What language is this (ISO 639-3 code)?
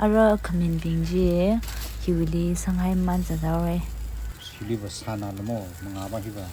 nmf